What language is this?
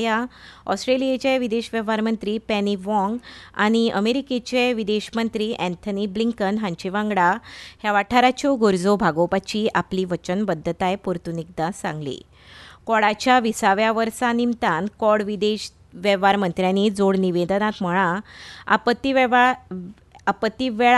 Konkani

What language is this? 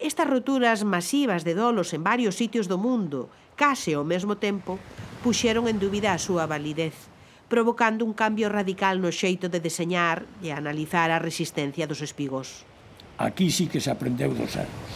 Galician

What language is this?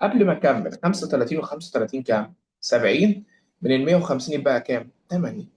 Egyptian Arabic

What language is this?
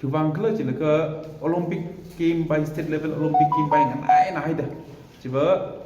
Tangkhul Naga (India)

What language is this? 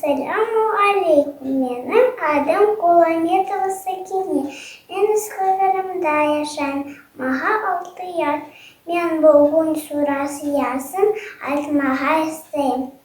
Crimean Tatar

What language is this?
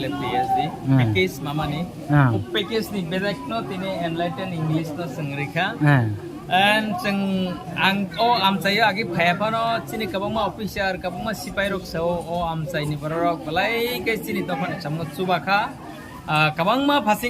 Riang (India)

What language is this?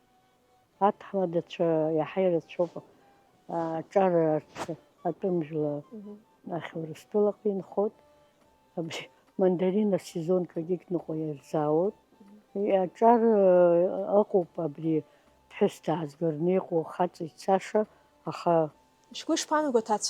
Abkhazian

